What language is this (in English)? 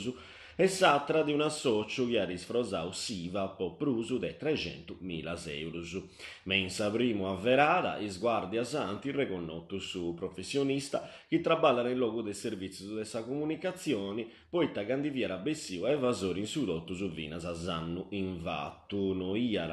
Sardinian